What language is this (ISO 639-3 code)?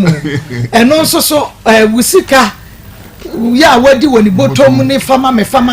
aka